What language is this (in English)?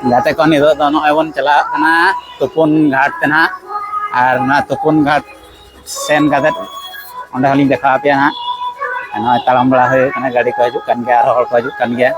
Santali